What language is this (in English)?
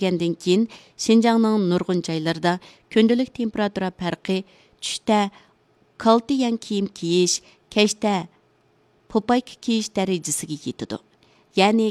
Uyghur